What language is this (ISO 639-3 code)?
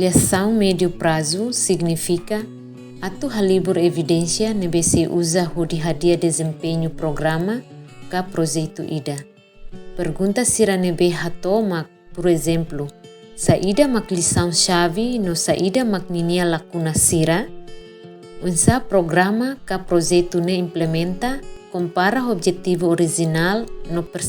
tet